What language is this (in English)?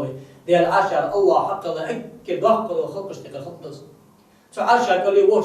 Ingush